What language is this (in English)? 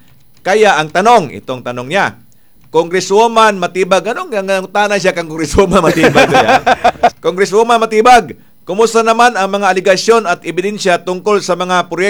Cebuano